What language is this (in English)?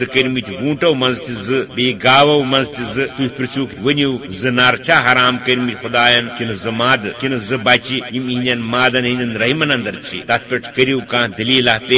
Kashmiri